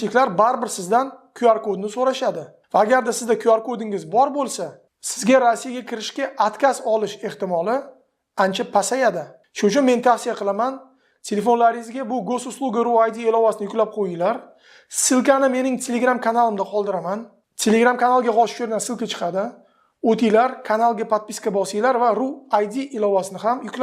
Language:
Uzbek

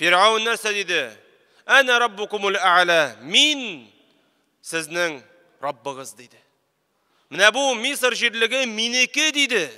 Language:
Tatar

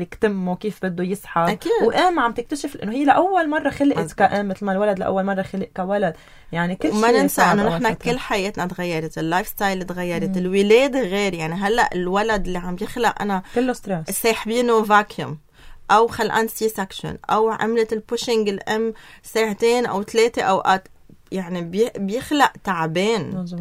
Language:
North Levantine Arabic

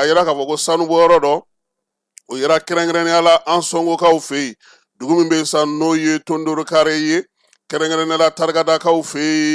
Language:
Bambara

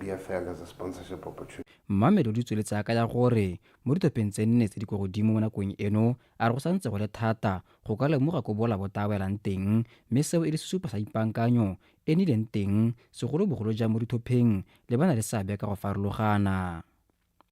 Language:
Tswana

